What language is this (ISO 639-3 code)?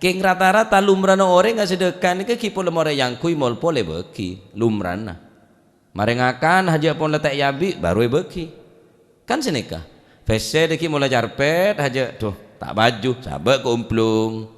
mad